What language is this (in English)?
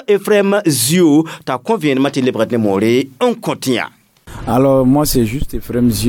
Mossi